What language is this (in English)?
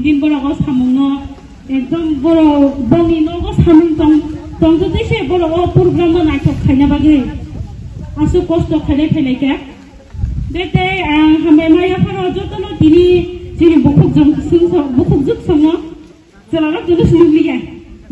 Kok Borok